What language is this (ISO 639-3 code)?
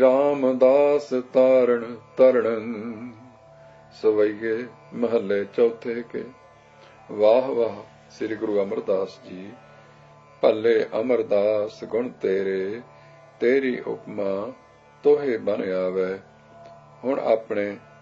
pan